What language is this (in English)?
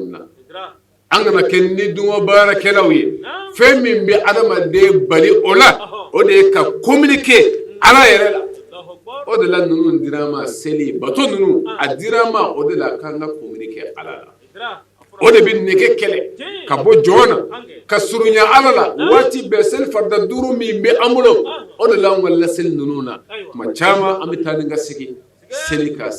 Bambara